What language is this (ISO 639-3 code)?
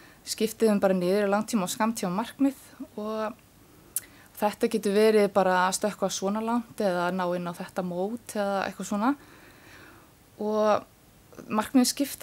isl